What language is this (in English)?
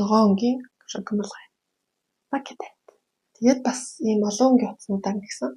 Mongolian